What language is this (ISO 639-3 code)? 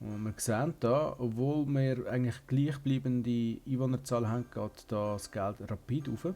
gsw